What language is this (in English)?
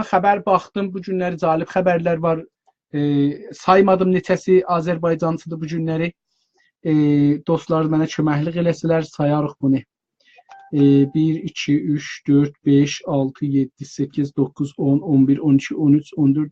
South Azerbaijani